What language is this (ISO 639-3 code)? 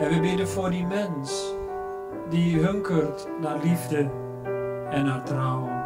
fry